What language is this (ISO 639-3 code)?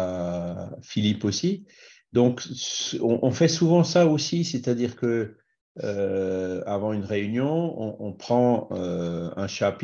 fra